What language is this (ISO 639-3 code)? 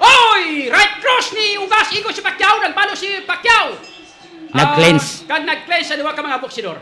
hil